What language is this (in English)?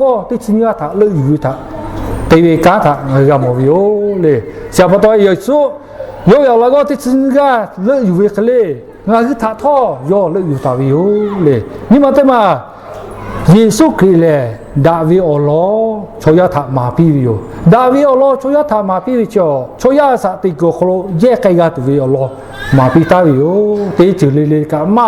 Lahu